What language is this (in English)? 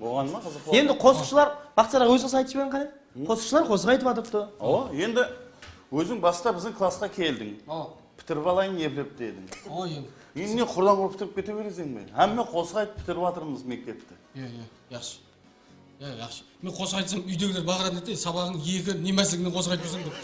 Kara-Kalpak